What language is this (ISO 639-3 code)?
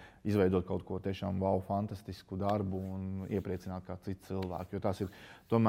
lav